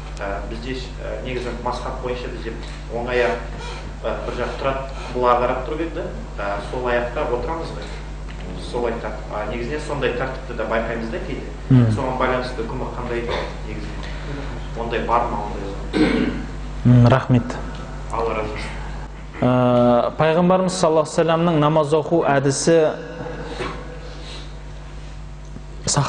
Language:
Kazakh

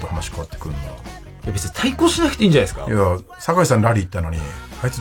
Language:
Japanese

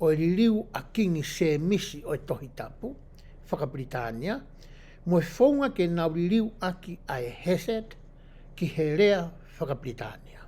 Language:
Tongan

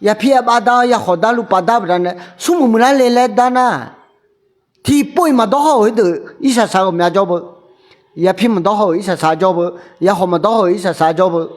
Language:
Akha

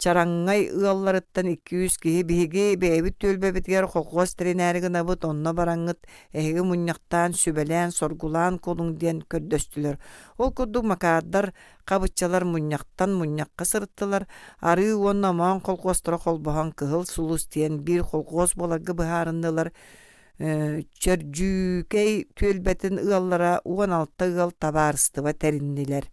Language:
Yakut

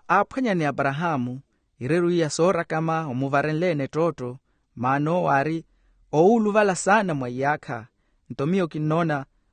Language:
Makhuwa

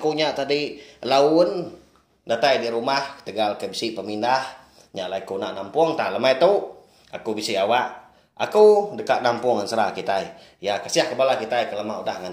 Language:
Iban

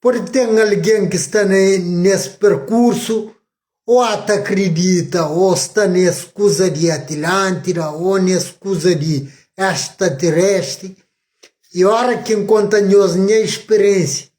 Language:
Kabuverdianu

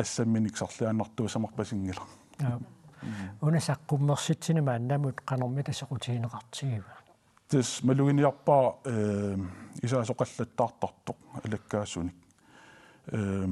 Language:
Kalaallisut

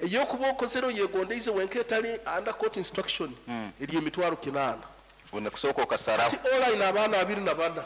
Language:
Nyankole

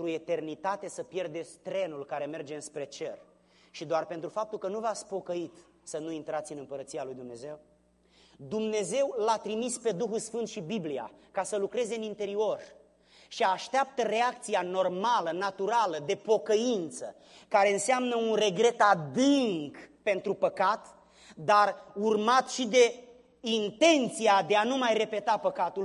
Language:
Romanian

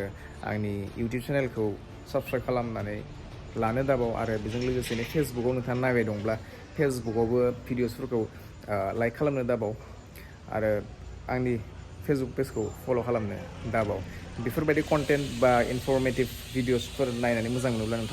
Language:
Bodo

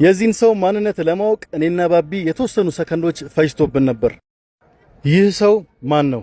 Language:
Amharic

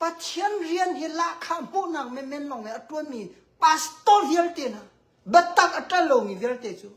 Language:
Hakha Chin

